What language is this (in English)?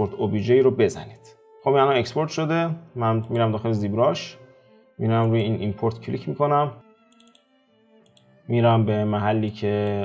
Persian